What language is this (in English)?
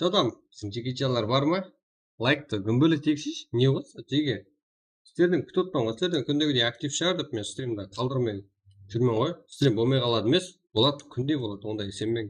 Kara-Kalpak